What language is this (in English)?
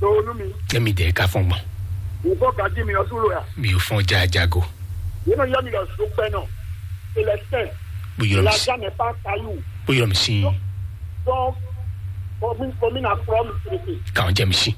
Fon